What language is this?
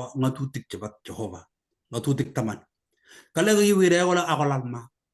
Kalenjin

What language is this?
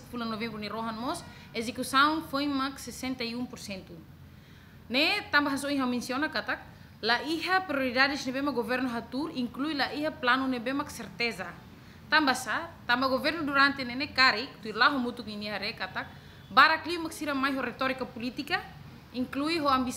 Tetum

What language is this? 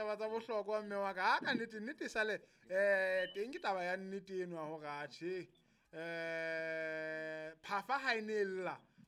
Southern Sotho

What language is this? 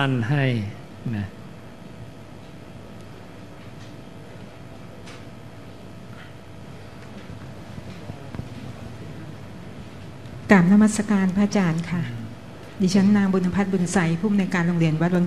Thai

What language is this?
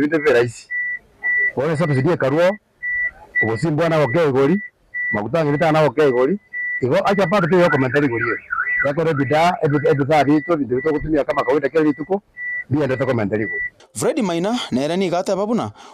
Gusii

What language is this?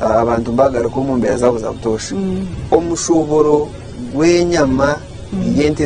Nyankole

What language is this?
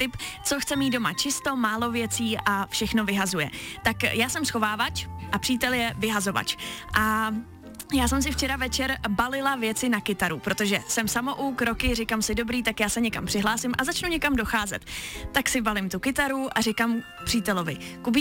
Czech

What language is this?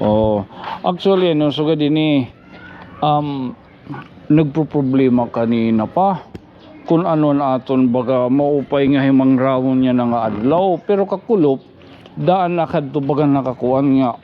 Waray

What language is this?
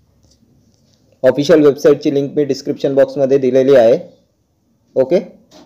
Marathi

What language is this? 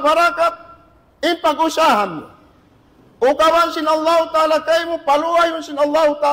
Tausug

